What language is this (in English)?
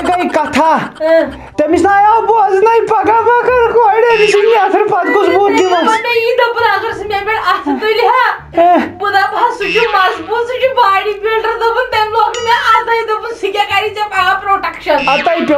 Kashmiri